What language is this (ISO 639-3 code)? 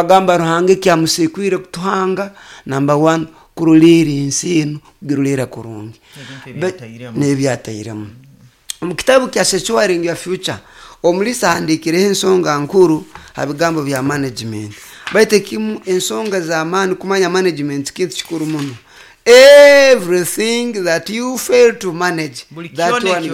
nyo